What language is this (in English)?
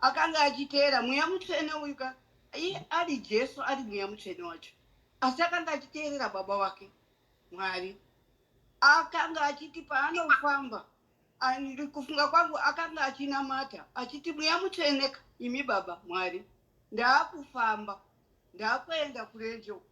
Shona